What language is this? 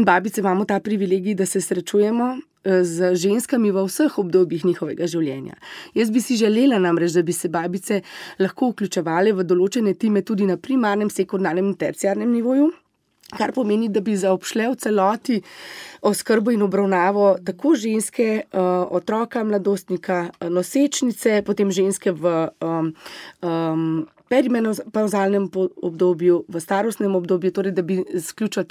Slovenian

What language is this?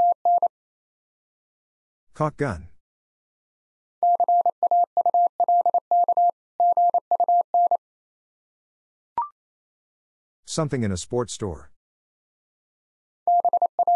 English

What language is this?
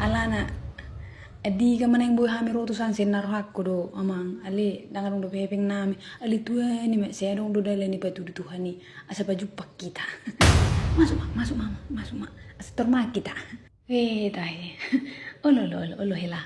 Batak Toba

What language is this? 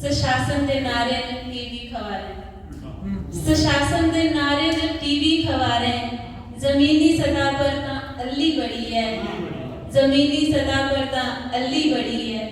Dogri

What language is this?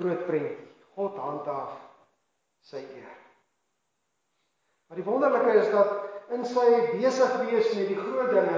Afrikaans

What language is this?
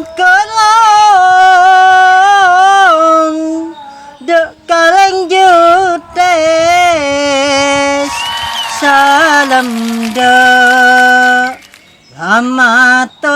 Madurese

